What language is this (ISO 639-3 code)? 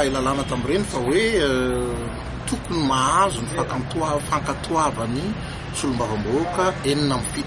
mlg